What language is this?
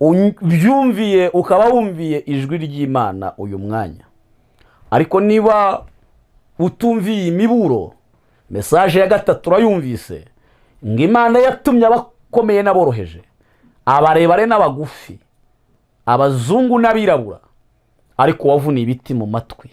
Kinyarwanda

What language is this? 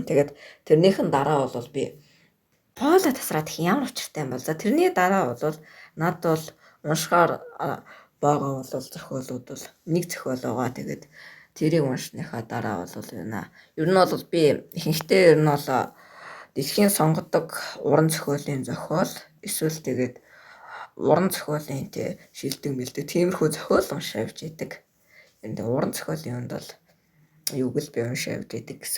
Mongolian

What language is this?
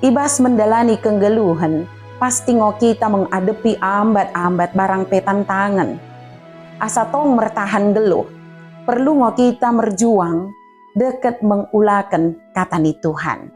Batak Dairi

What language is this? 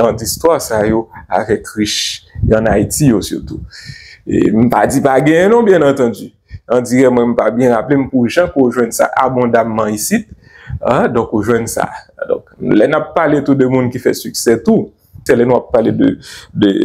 Haitian Creole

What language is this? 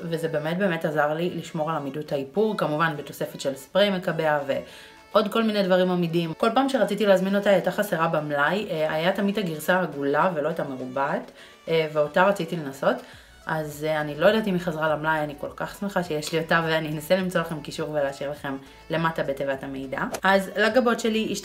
Hebrew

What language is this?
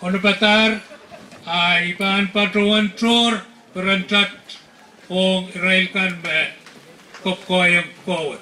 Pohnpeian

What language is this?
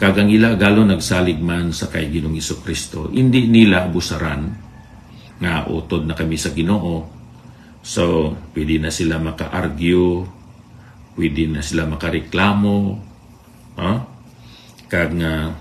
Hiligaynon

